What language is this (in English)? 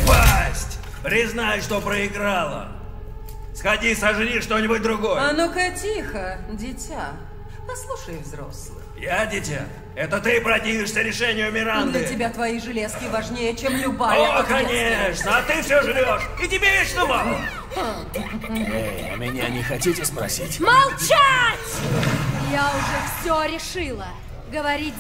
Russian